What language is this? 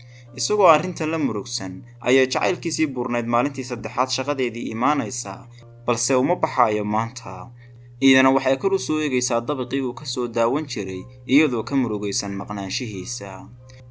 Somali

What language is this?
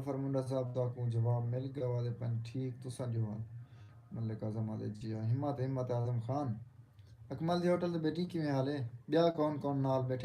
Saraiki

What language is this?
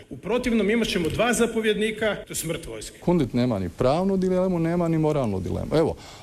Croatian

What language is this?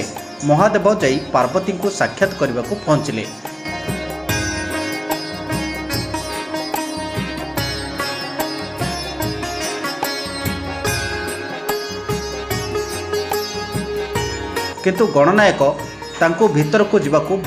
Odia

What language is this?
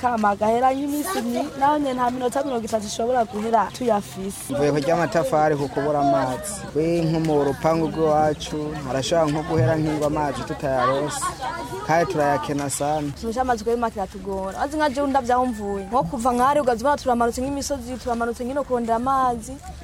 Rundi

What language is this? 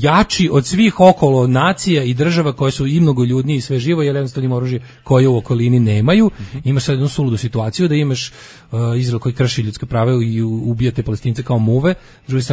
Serbian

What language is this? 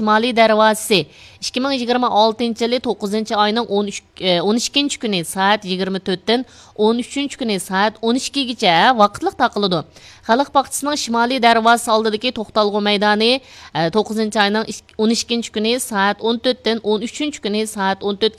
Uyghur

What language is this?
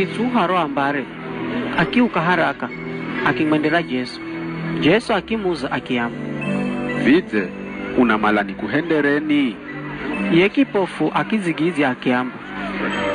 Giryama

